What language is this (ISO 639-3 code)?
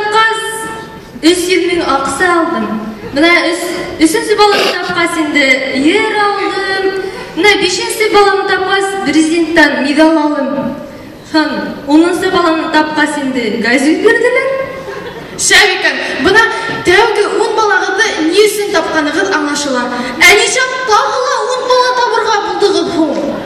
bak